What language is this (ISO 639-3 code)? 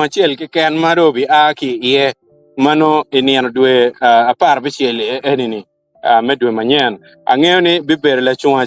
ach